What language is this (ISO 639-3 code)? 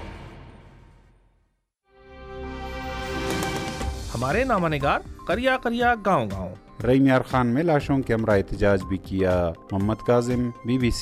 urd